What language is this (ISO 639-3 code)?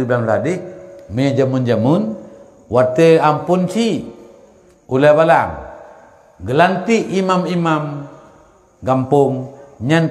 ace